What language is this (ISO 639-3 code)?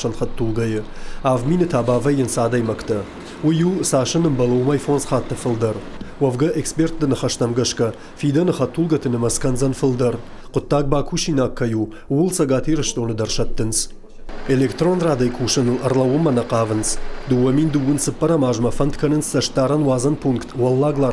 oss